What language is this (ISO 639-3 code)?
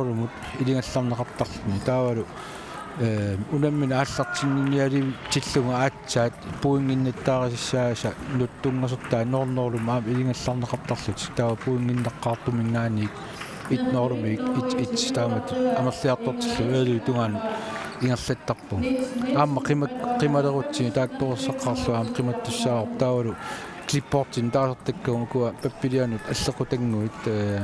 kal